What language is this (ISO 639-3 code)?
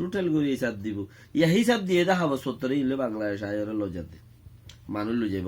rhg